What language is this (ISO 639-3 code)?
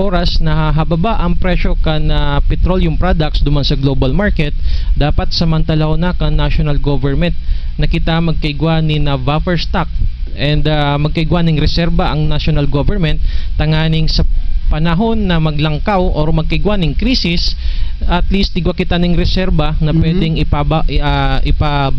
bik